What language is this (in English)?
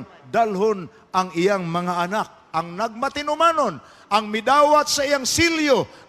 Cebuano